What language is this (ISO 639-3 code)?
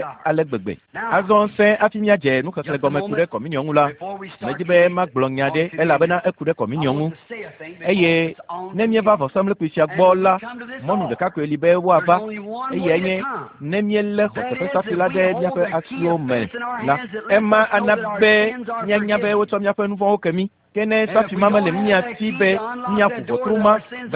ewe